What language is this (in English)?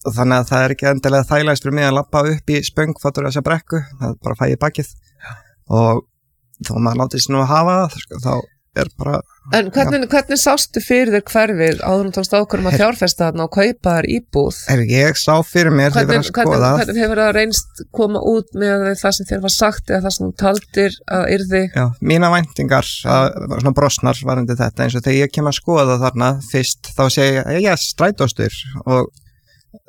Icelandic